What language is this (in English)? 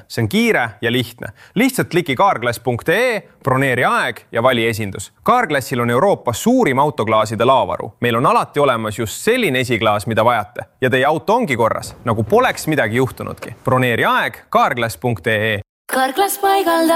Estonian